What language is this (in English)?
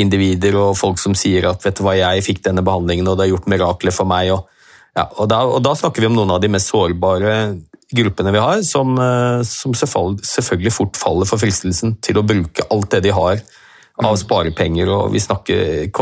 Norwegian